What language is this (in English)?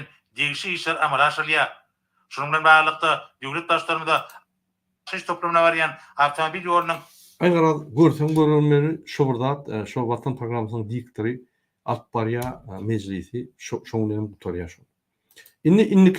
Turkmen